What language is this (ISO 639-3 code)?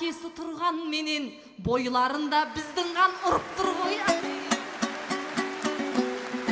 kaz